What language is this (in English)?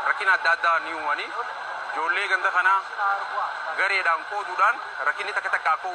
Oromo